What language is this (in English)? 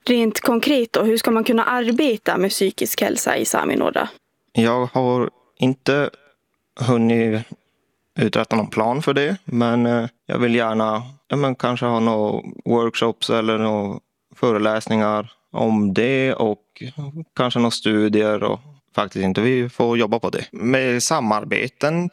Swedish